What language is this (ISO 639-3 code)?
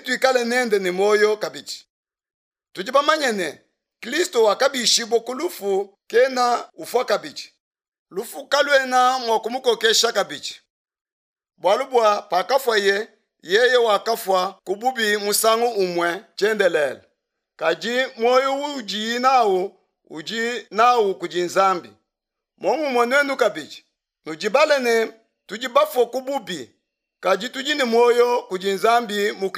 lua